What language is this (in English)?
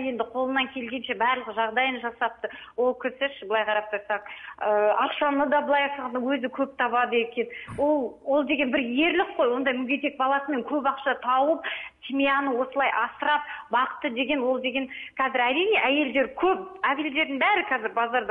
Kazakh